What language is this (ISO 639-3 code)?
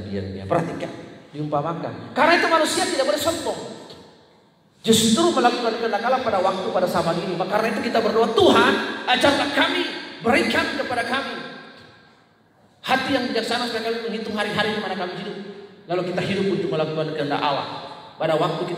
ind